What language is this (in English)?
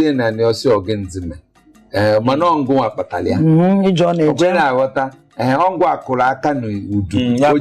Igbo